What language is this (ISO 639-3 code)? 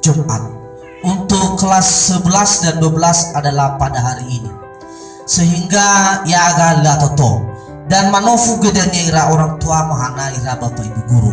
nia